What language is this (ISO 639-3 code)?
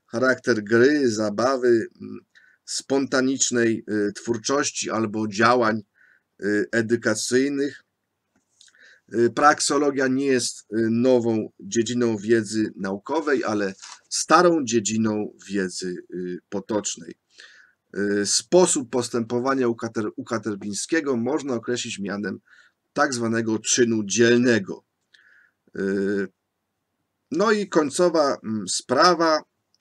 pol